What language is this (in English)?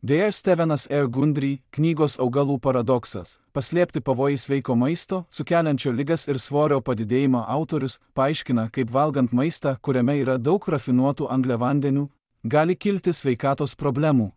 Lithuanian